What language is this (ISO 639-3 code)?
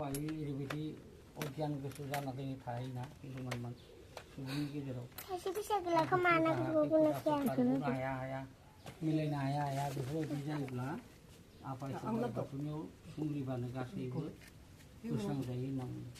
brx